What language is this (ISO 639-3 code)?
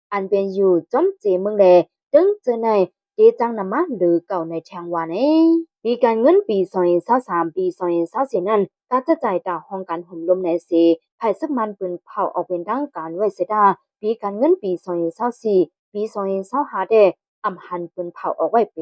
shn